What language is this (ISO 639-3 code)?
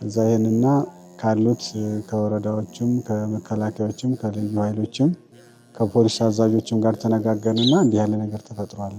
amh